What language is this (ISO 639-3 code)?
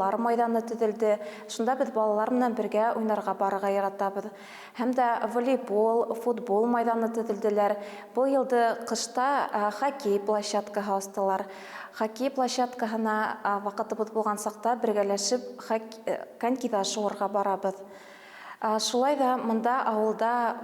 bak